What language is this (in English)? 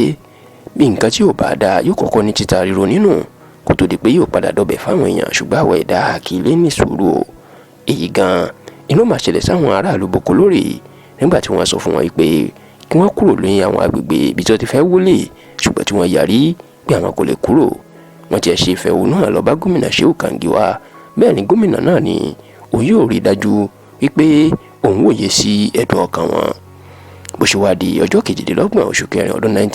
Yoruba